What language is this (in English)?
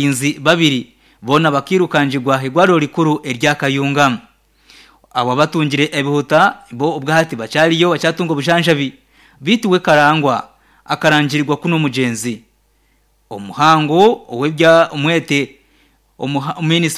Nyankole